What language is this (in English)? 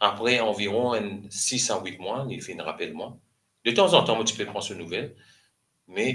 Morisyen